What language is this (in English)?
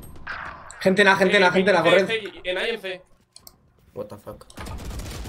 Spanish